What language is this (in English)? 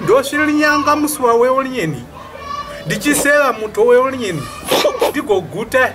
Shona